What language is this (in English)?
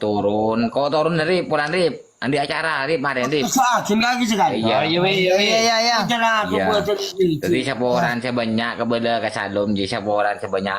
Madurese